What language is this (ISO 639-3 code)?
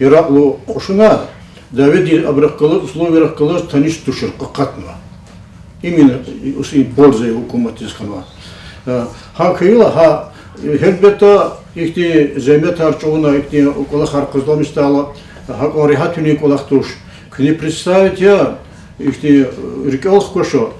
lez